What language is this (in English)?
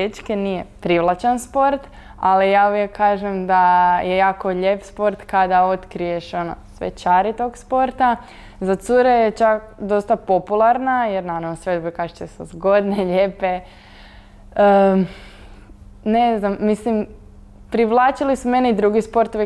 Croatian